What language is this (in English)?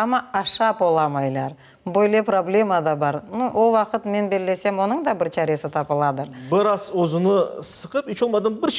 Crimean Tatar